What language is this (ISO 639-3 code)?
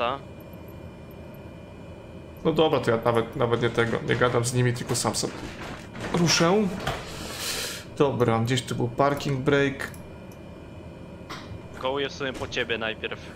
pol